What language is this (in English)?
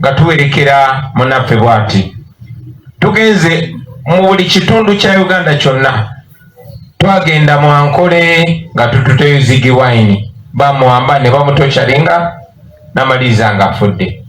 Ganda